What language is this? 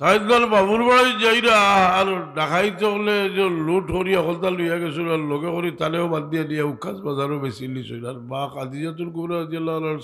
Sylheti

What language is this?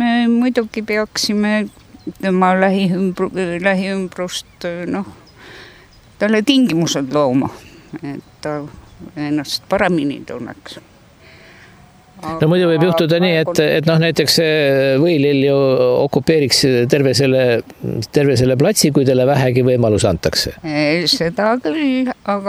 Estonian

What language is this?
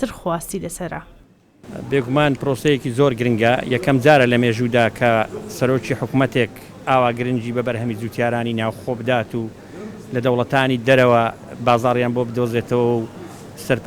Central Kurdish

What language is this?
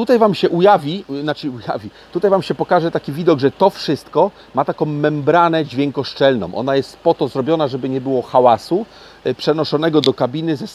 Polish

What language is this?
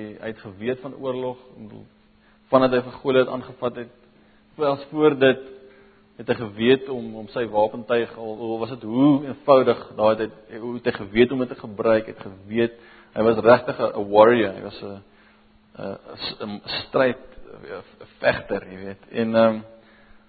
Afrikaans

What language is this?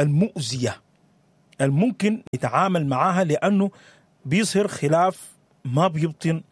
Sudanese Arabic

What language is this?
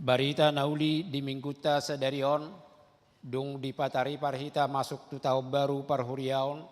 Batak Toba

